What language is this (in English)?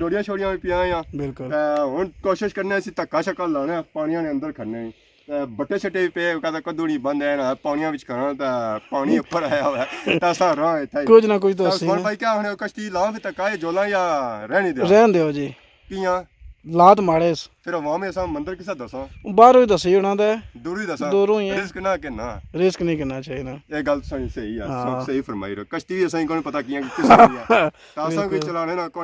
Pahari-Potwari